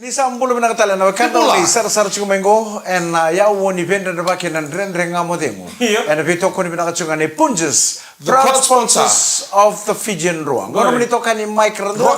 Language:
Fijian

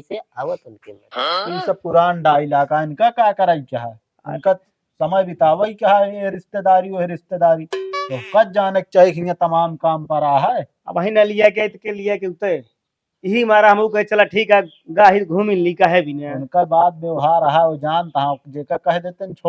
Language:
Awadhi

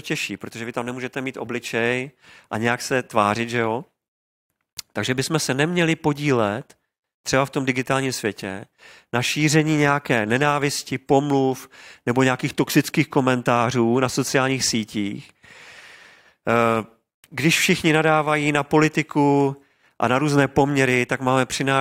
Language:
Czech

